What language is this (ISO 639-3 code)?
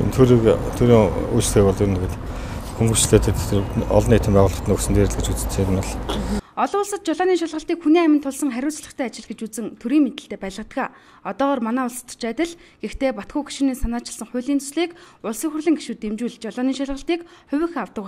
mon